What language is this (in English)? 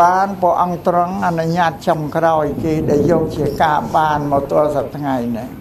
Khmer